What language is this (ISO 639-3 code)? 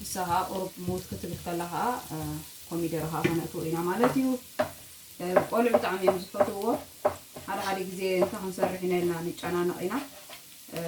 tir